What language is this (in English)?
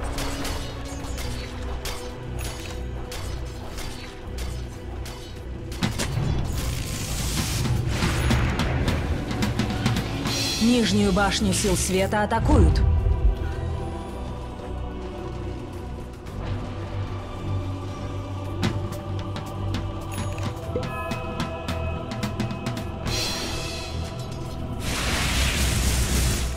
Russian